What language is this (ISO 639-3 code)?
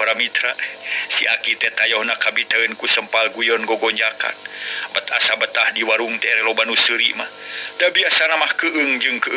sun